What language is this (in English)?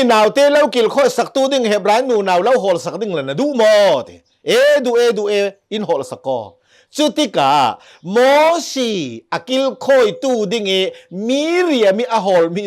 Hakha Chin